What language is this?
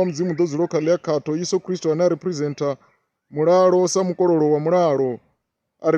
Venda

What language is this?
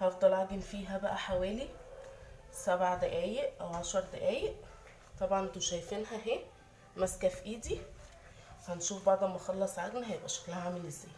Egyptian Arabic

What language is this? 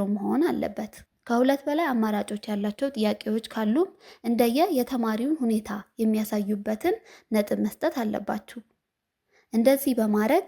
Amharic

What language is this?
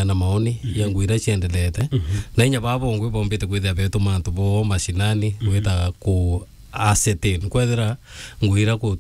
Meru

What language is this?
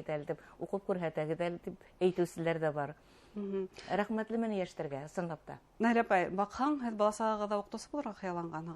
Bashkir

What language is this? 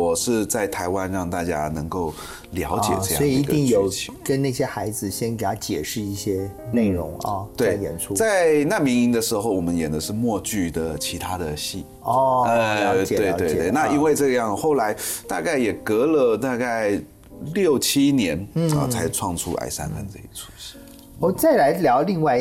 Chinese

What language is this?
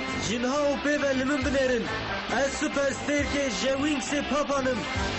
Kurdish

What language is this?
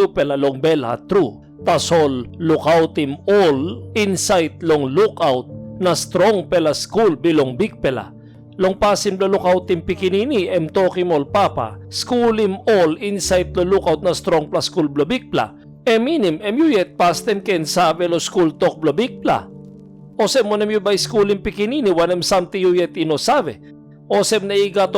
Tok Pisin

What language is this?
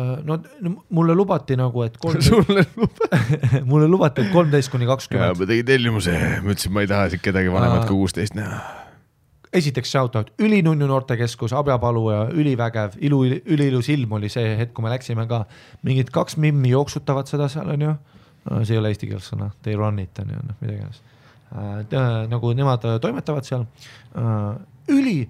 Estonian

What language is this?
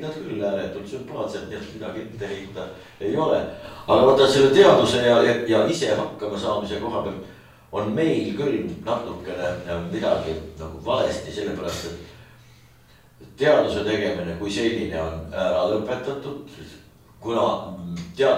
Estonian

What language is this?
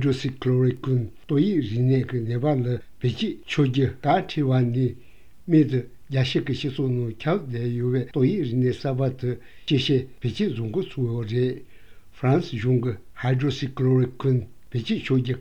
Korean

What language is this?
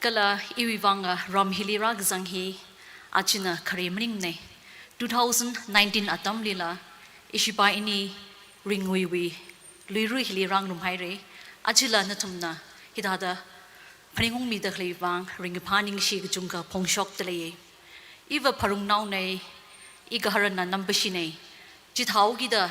Tangkhul Naga (India)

